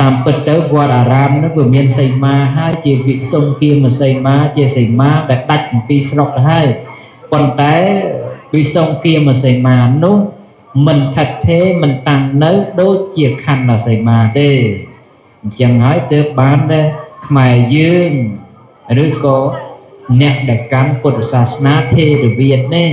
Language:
Khmer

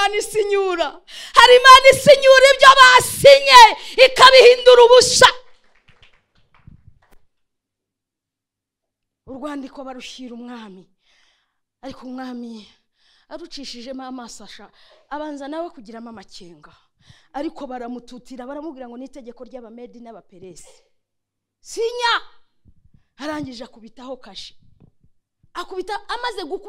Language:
Kinyarwanda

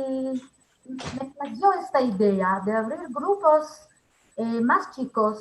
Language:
Ladino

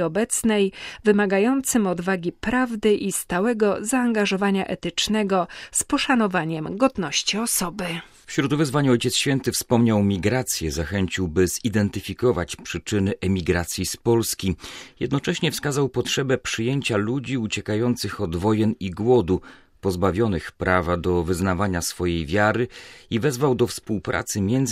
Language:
Polish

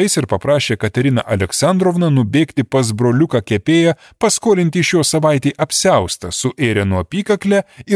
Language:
Lithuanian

